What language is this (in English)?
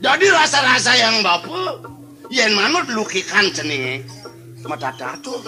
Balinese